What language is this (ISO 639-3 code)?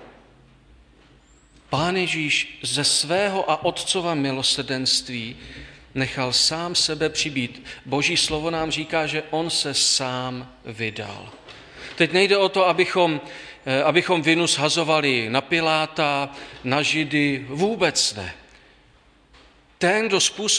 ces